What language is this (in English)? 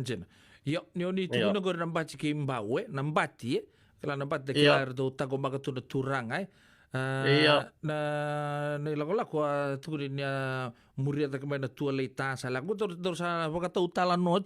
Fijian